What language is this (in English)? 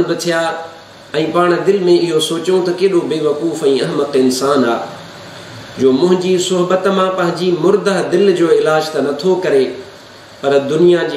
Sindhi